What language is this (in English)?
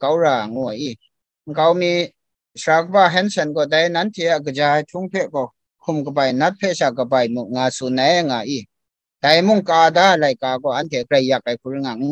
Kachin